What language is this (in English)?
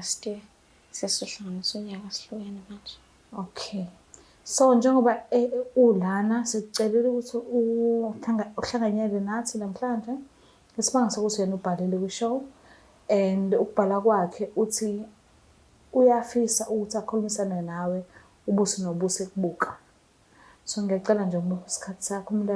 Zulu